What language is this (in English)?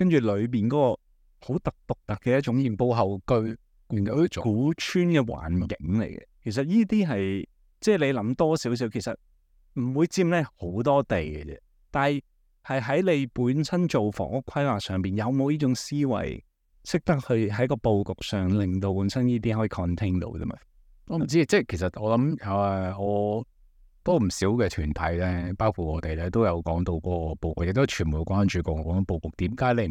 Cantonese